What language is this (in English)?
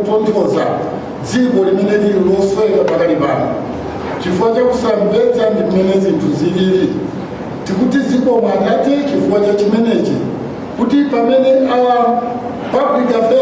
Nyanja